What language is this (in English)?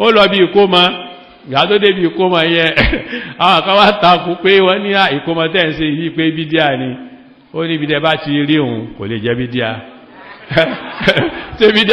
Yoruba